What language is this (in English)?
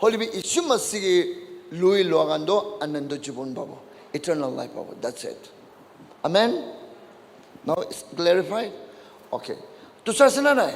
Naga Pidgin